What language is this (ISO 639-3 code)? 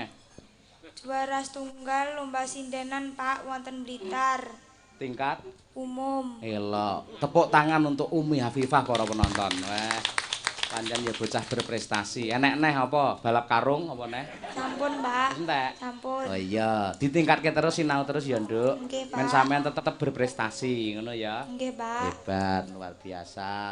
jav